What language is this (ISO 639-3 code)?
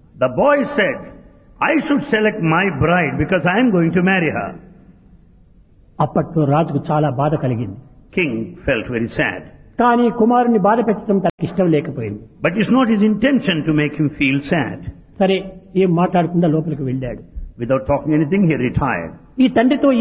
tel